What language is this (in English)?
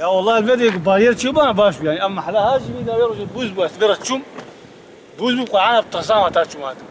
Kurdish